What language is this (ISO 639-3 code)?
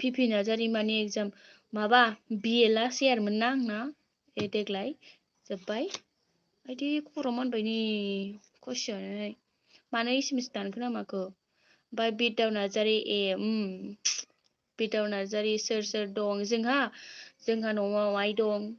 brx